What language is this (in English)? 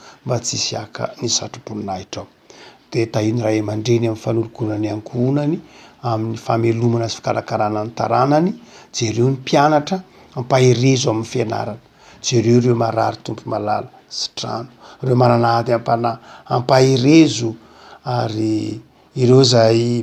Malagasy